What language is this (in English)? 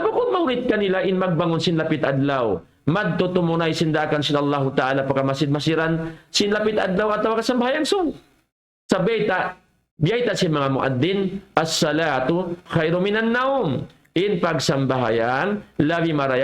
Tausug